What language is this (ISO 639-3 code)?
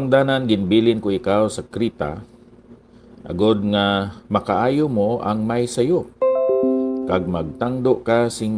hil